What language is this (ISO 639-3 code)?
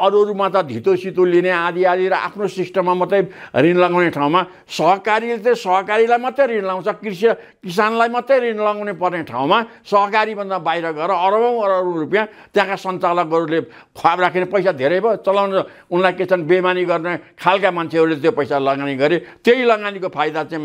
nep